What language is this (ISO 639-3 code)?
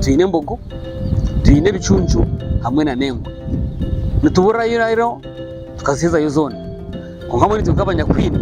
nyn